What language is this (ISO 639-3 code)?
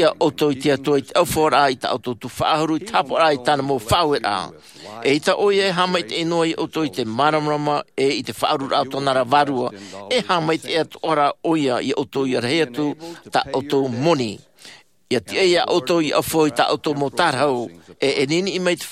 tah